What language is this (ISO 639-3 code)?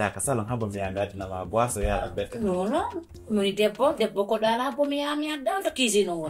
ful